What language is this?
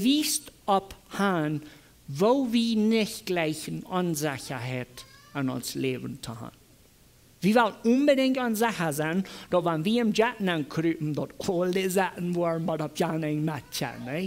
Plautdietsch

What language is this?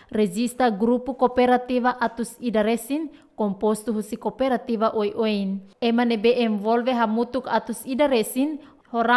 Tetum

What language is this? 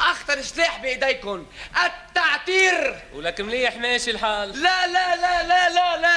North Levantine Arabic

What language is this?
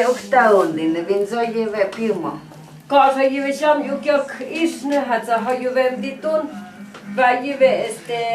Totontepec Mixe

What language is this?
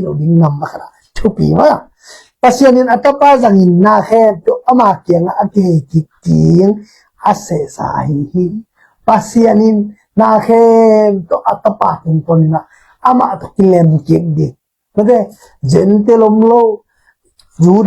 Tedim Chin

